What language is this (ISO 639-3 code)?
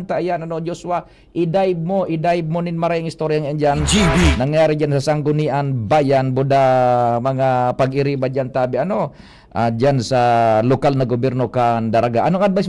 bik